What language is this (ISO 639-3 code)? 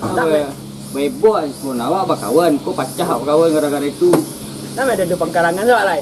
min